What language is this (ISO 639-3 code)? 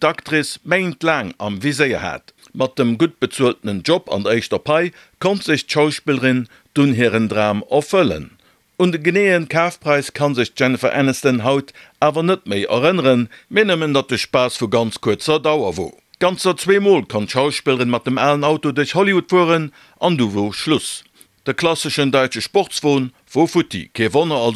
ltz